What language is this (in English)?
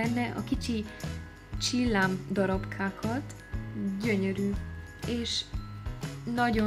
Hungarian